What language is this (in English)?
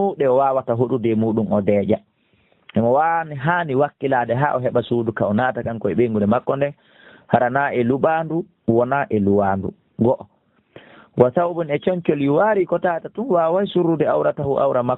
Fula